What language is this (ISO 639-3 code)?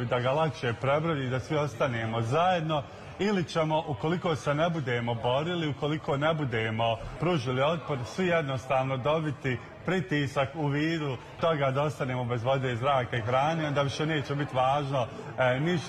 bos